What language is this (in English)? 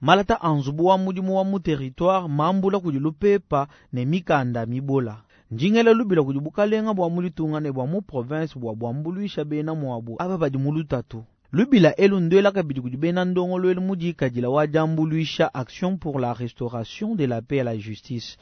Luba-Lulua